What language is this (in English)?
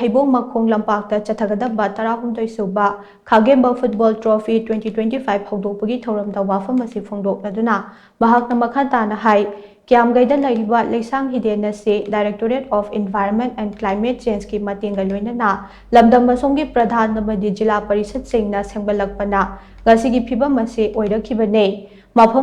Manipuri